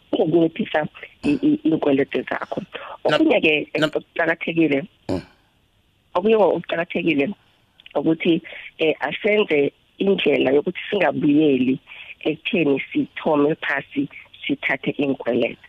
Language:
South Ndebele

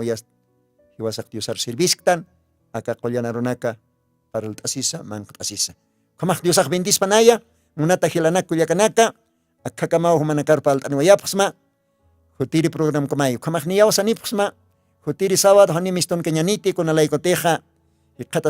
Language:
Aymara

